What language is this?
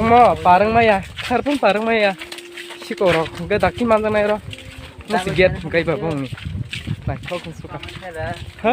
Kok Borok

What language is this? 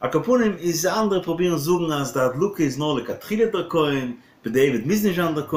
Yiddish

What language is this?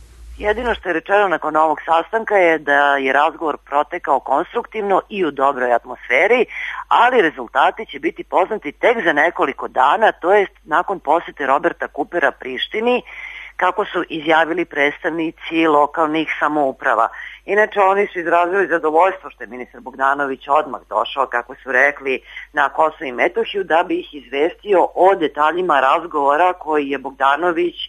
Serbian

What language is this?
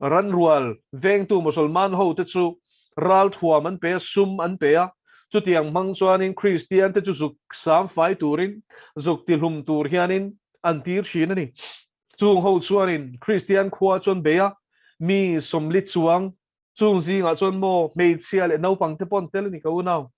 Mizo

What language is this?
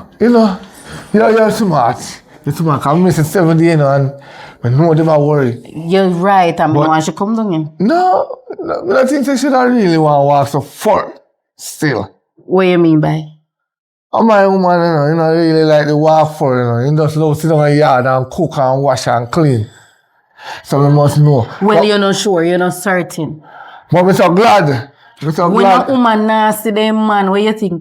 Jamaican Creole English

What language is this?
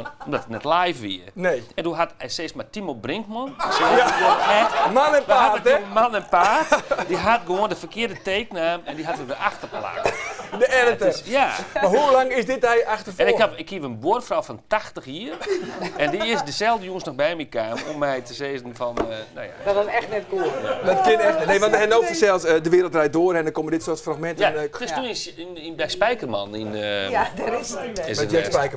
Western Frisian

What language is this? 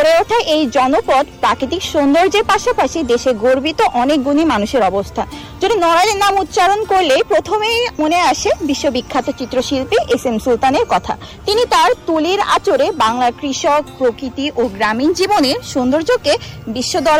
Bangla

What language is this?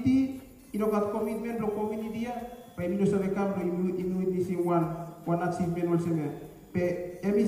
Bislama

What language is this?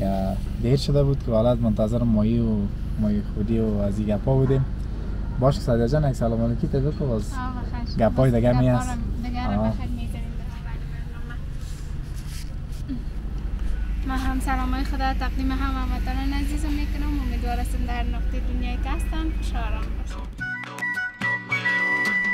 Persian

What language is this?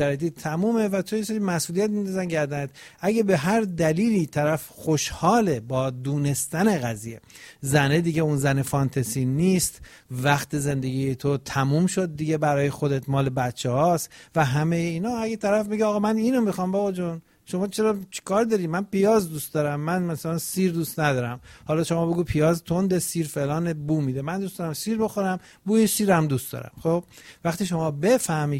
Persian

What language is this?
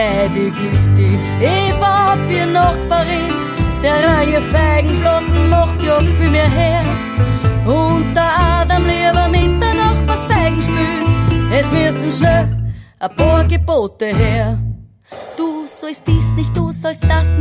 Bavarian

